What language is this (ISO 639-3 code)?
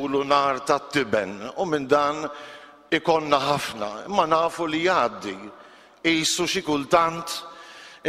mlt